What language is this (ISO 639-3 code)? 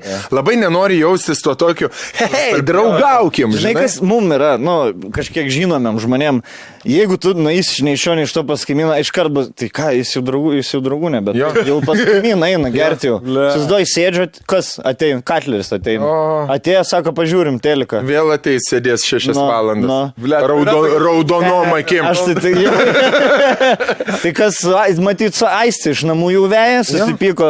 lit